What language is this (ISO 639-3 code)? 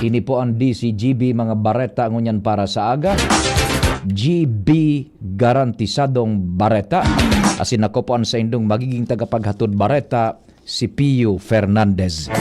bik